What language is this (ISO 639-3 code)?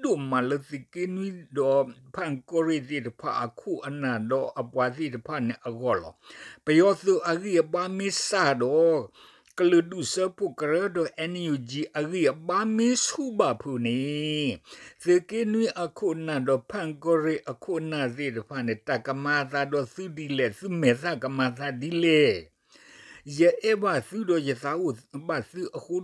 ksw